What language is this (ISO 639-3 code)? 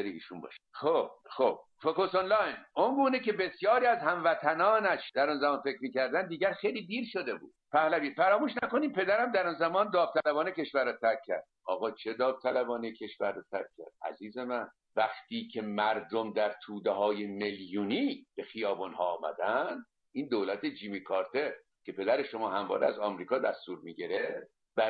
fas